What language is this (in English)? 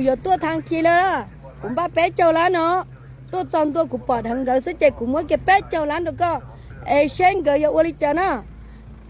Hmong